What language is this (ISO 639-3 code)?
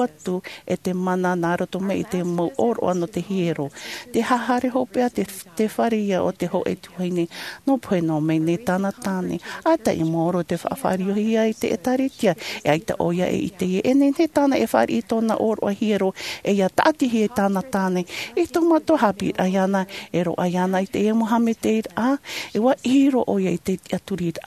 tah